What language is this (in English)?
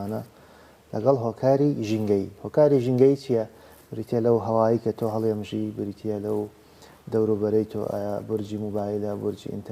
Central Kurdish